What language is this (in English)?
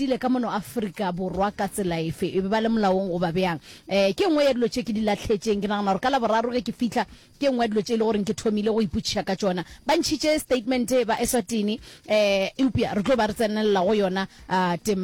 Northern Sotho